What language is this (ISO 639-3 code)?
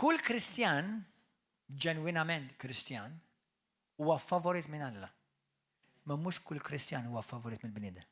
mlt